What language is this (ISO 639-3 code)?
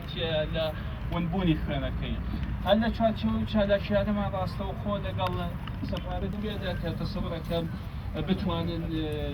ckb